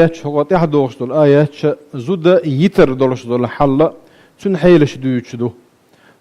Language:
Chechen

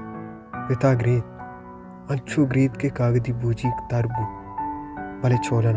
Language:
Baluchi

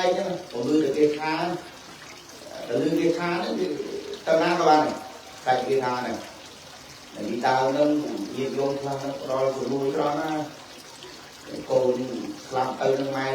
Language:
Khmer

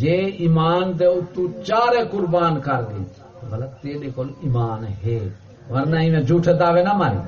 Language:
Saraiki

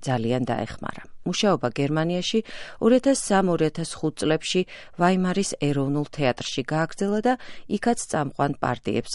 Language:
Georgian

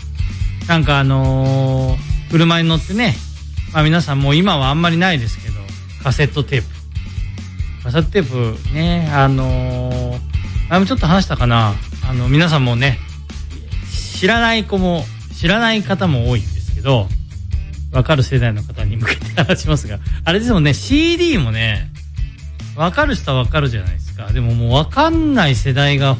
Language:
Japanese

